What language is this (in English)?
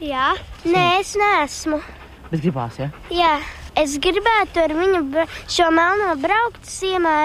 Latvian